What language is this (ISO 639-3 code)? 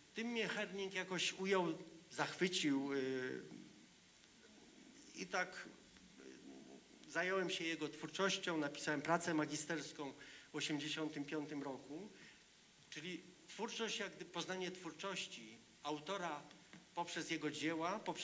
pol